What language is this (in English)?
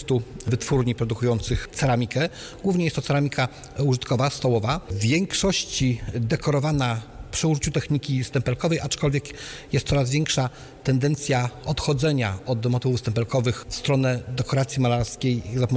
Polish